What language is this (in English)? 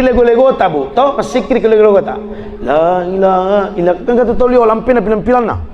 Buginese